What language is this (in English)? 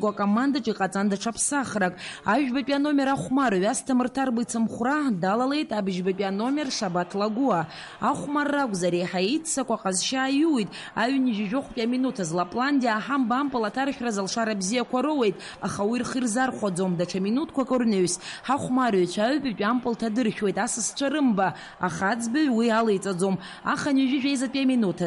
Abkhazian